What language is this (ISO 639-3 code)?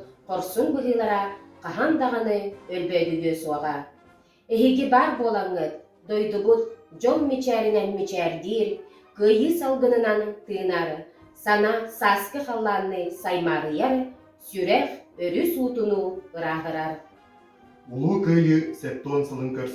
sah